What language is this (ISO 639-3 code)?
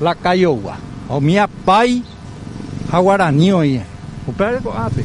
grn